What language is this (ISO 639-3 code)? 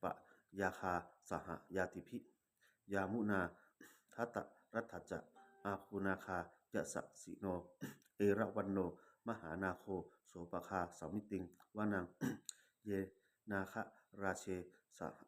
pli